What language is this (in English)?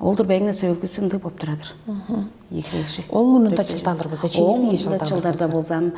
Tuvinian